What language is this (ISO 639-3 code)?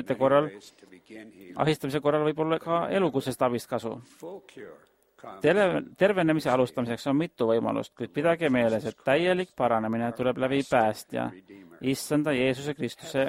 est